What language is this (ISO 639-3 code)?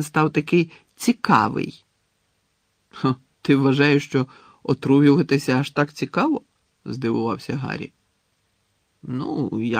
ukr